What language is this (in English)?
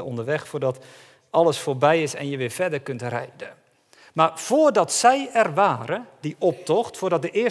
Dutch